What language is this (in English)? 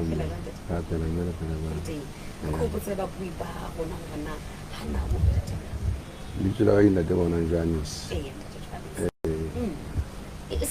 Southern Sotho